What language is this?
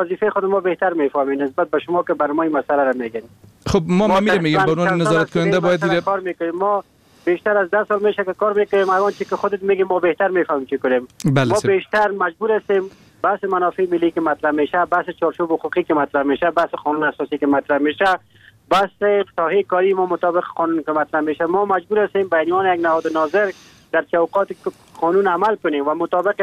Persian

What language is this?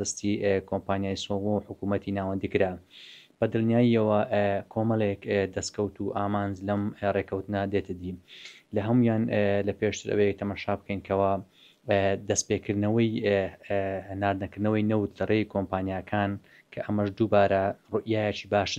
Central Kurdish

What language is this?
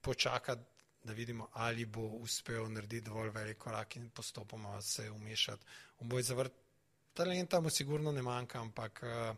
Slovenian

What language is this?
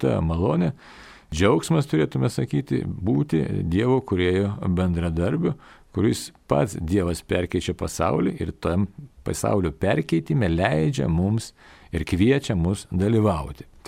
Lithuanian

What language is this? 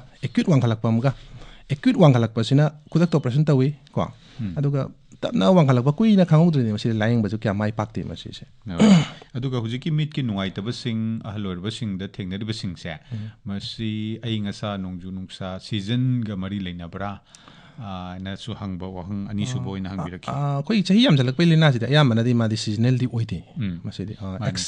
Manipuri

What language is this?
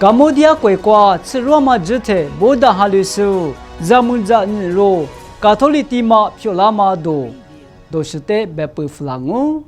Lisu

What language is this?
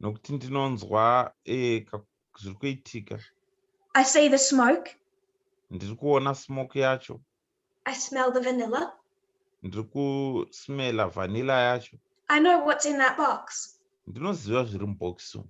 Shona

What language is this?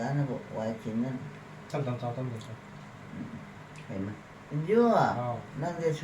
Manipuri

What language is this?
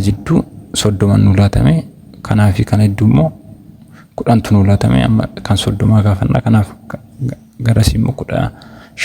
Oromo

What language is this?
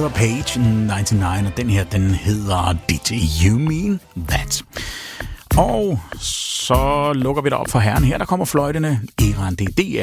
Danish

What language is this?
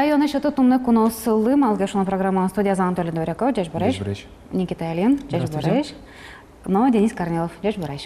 Udmurt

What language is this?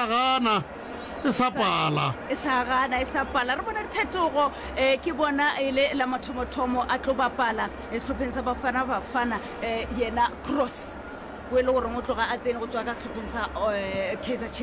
Northern Sotho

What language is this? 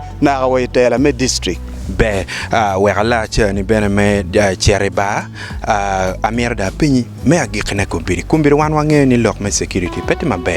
Acoli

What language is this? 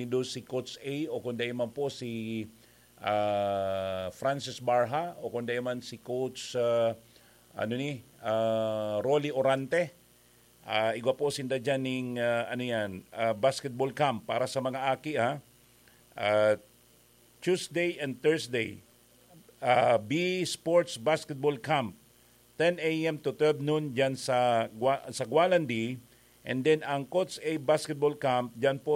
Bikol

